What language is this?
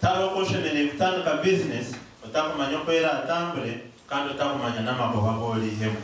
Nyankole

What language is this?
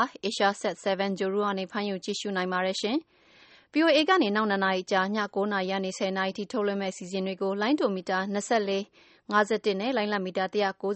Burmese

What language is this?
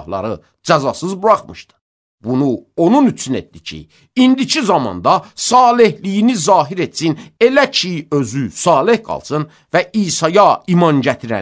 Azerbaijani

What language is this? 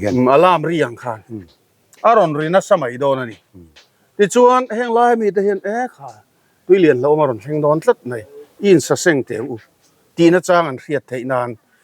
Mizo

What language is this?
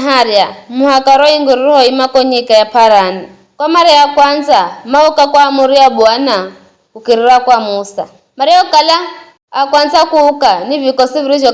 Giryama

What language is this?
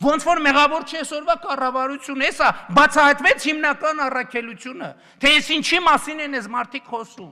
Armenian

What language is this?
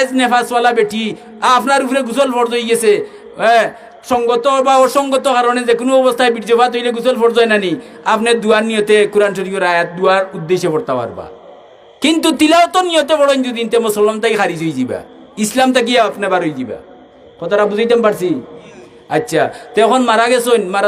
Sylheti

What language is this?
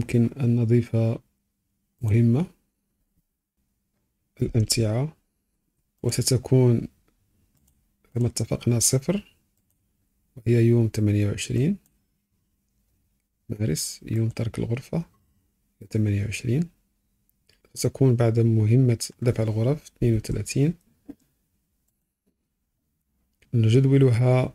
Arabic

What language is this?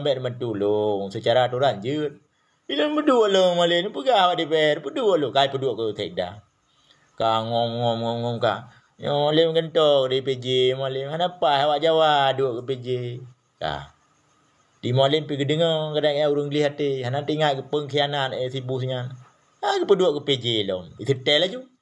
Achinese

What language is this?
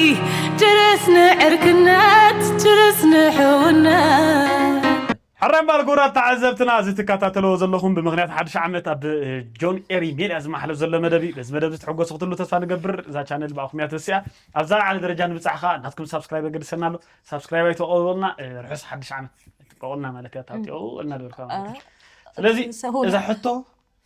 Tigrinya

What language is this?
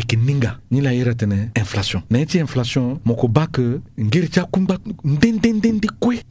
Sango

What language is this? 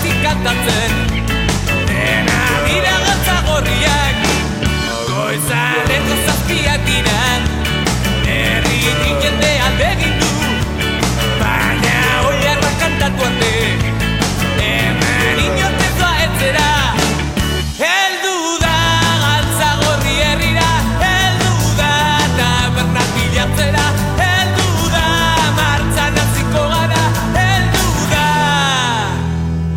Basque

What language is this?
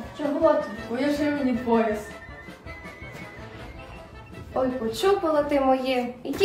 Ukrainian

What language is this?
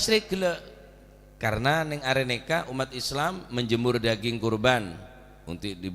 Madurese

